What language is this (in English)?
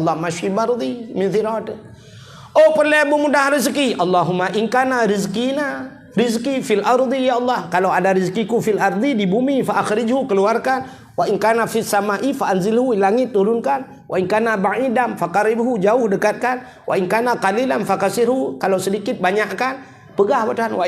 Achinese